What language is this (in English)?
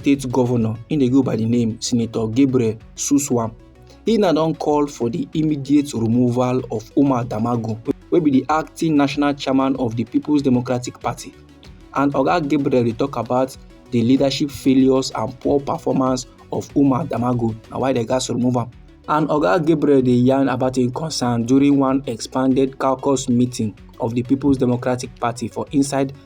Nigerian Pidgin